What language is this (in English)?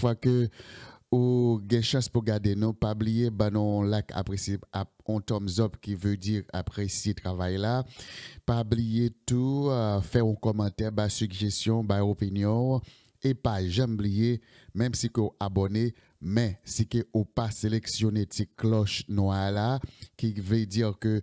Haitian Creole